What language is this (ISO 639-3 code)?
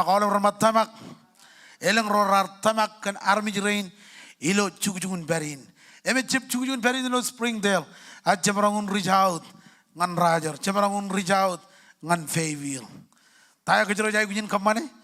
mah